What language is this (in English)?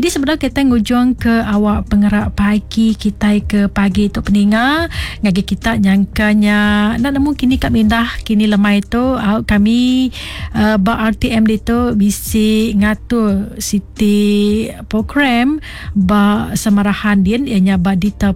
Iban